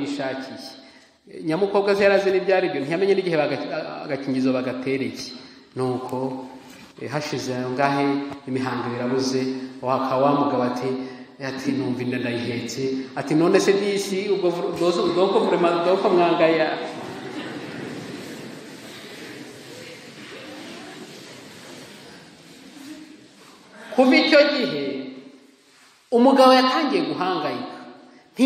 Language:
Kinyarwanda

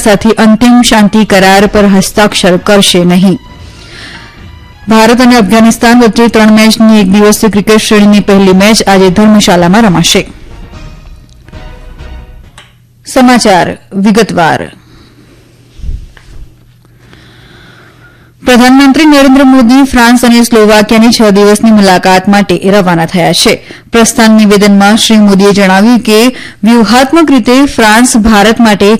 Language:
Gujarati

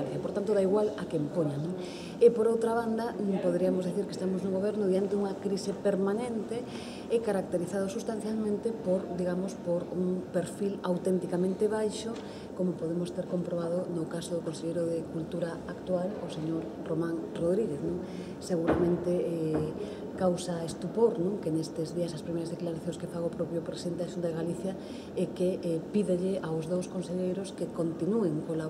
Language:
Galician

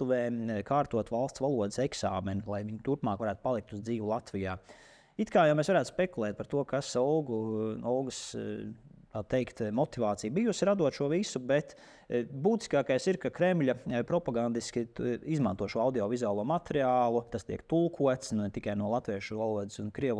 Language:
Latvian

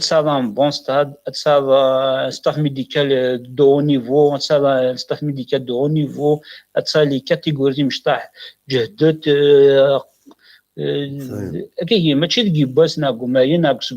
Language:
Kabyle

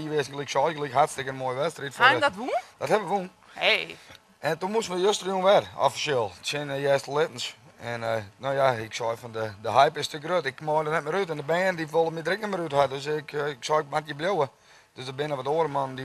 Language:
Western Frisian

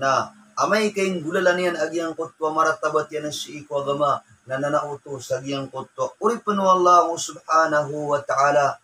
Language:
Maranao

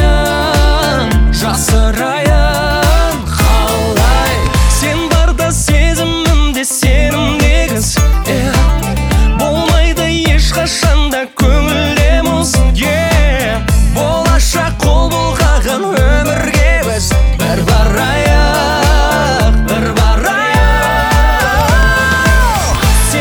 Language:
Kazakh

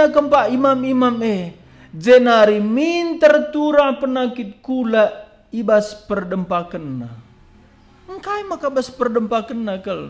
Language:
Batak Karo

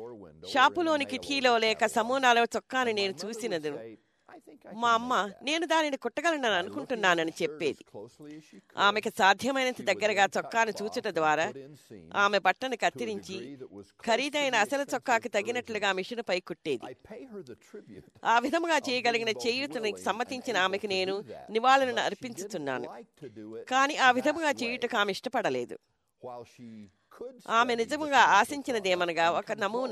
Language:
Telugu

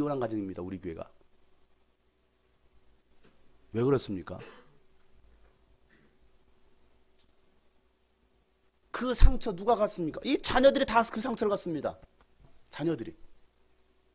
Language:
Korean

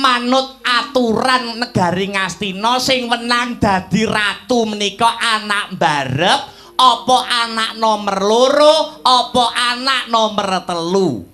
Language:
Javanese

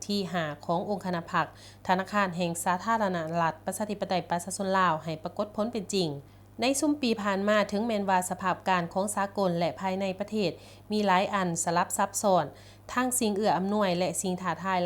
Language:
Lao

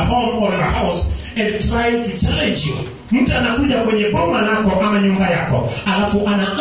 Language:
Swahili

